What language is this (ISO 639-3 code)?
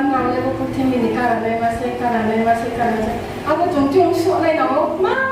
ria